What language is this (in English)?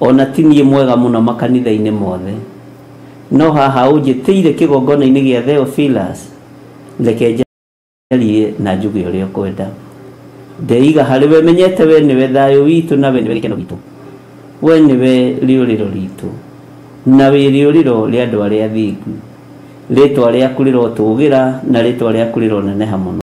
Kikuyu